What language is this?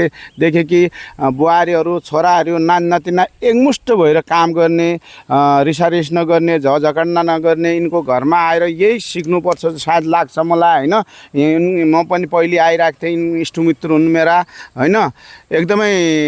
Nepali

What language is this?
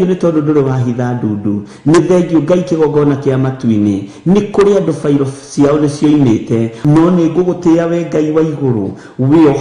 Kikuyu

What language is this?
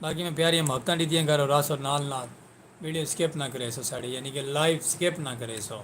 Saraiki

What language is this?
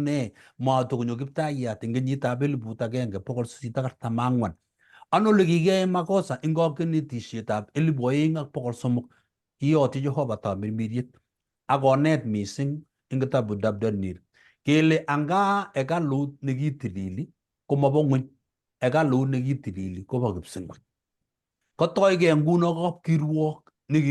Kalenjin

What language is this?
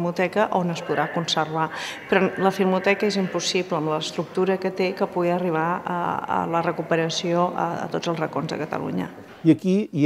Catalan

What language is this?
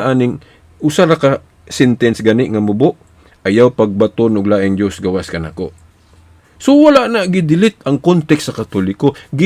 Cebuano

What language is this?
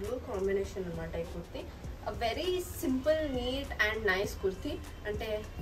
Telugu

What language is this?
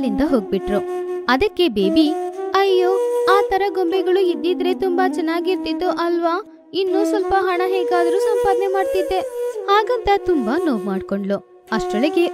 Kannada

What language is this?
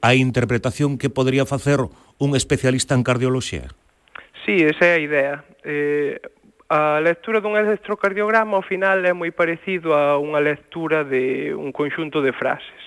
Galician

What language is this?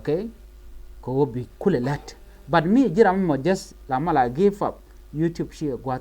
Nuer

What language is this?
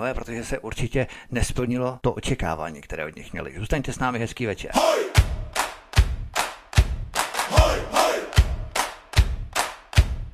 Czech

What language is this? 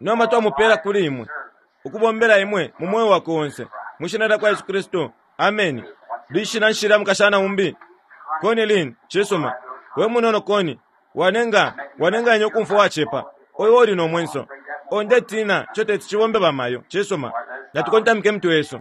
Bemba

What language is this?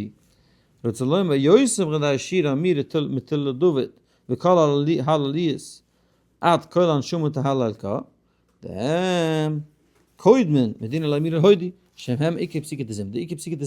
Yiddish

